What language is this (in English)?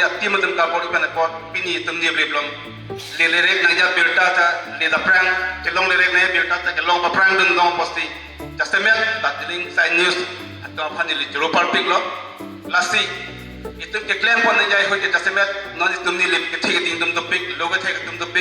Karbi